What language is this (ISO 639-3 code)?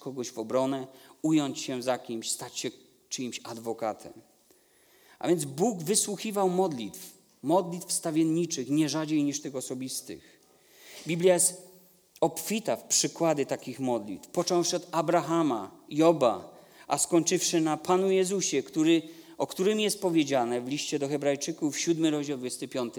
pol